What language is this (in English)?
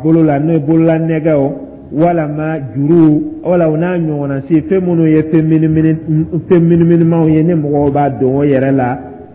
Dyula